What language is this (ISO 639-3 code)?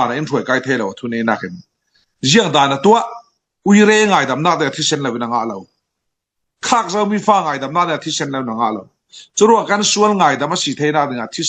cfm